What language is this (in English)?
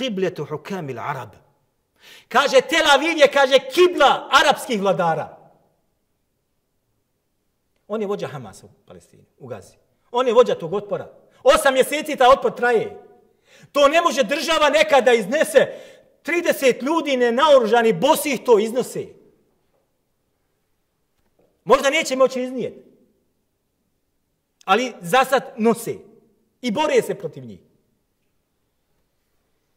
Bosnian